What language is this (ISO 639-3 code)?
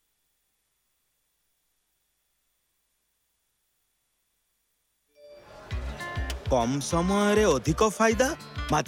ori